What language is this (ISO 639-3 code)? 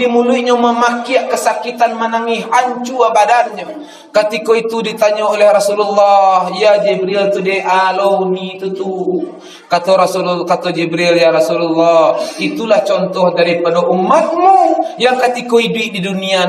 min